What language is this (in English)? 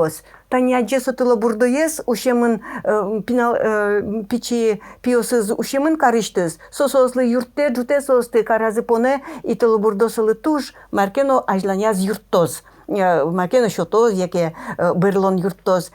Udmurt